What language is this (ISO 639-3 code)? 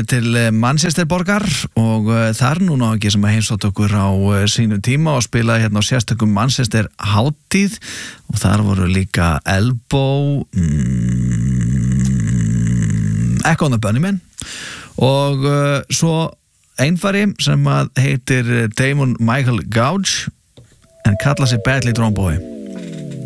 isl